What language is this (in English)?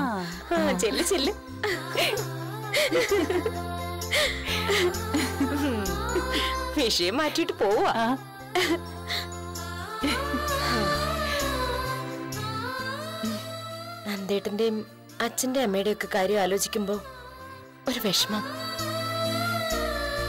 Malayalam